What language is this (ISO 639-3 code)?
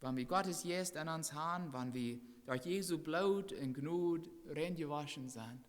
pdt